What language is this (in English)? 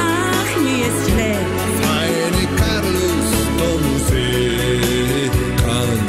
Silesian